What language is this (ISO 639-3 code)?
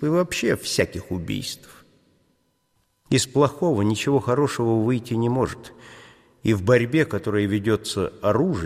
rus